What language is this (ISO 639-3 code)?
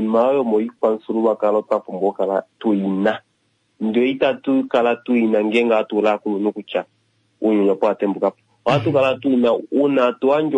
kua